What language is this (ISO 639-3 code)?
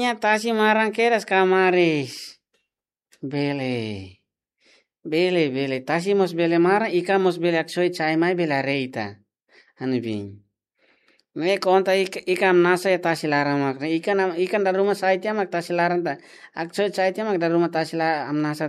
tet